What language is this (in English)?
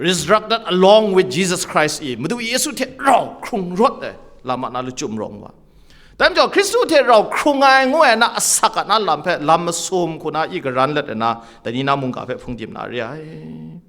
Kachin